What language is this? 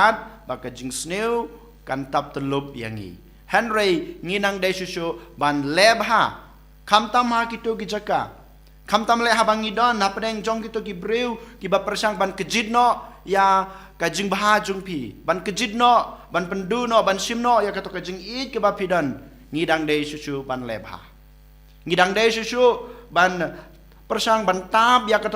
Khasi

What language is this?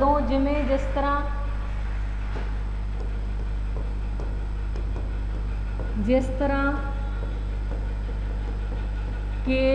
Punjabi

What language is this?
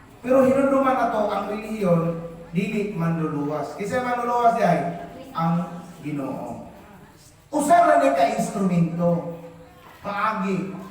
Cebuano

